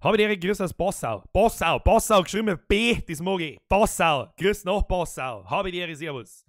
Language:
Bavarian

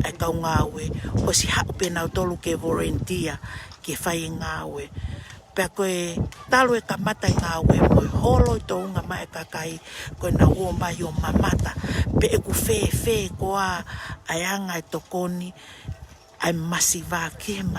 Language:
Tongan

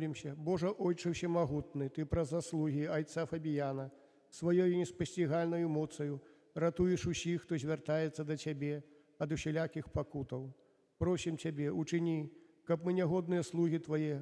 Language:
Belarusian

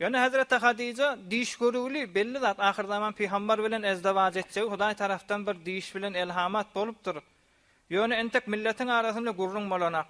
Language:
Turkmen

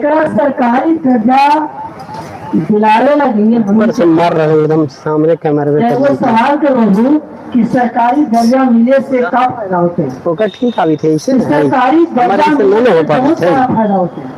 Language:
Magahi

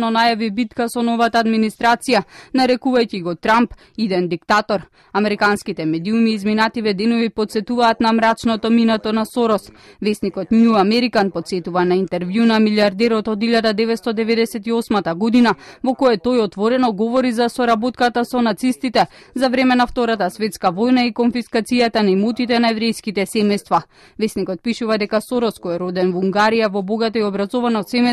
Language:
Macedonian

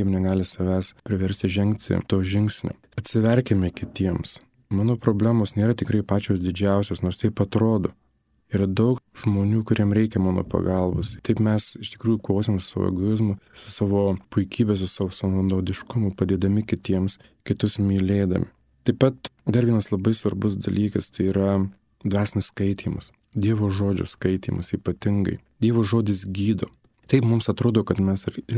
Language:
Lithuanian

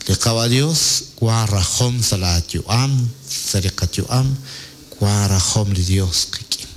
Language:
Kekchí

